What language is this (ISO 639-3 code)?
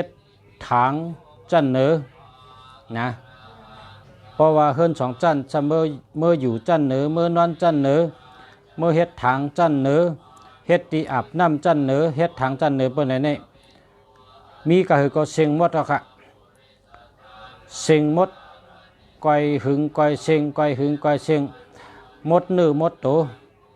shn